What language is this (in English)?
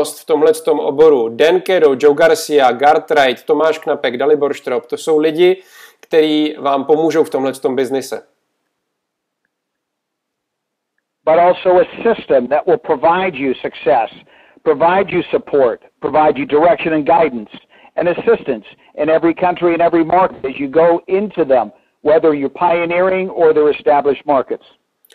Czech